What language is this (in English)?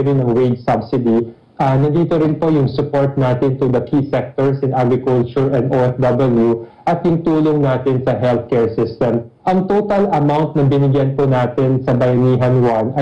Filipino